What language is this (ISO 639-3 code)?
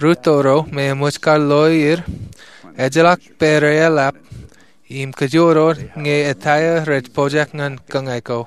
mah